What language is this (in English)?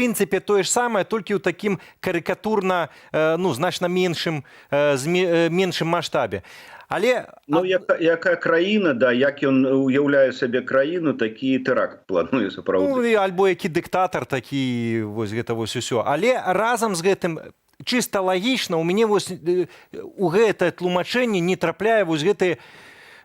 Belarusian